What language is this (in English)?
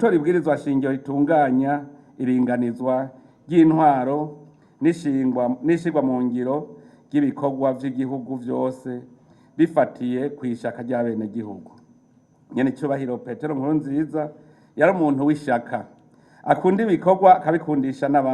Rundi